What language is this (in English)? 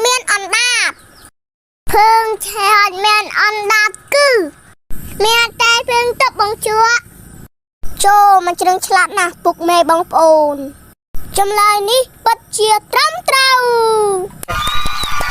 Khmer